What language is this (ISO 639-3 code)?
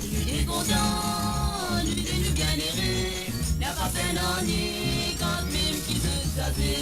mfe